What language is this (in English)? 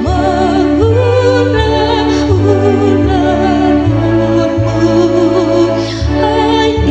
Batak Toba